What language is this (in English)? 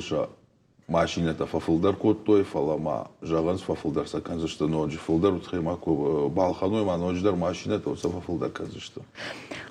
Ossetic